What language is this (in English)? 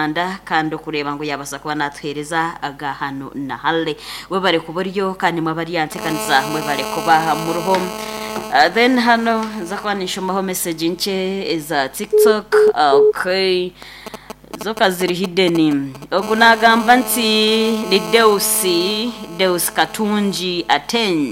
Nyankole